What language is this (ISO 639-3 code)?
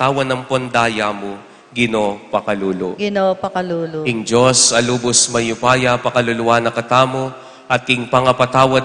pam